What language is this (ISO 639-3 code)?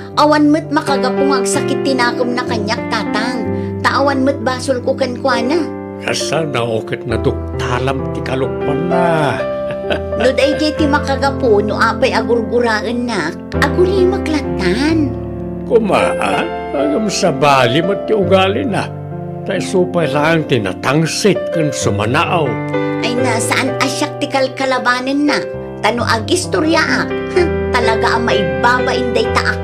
ilo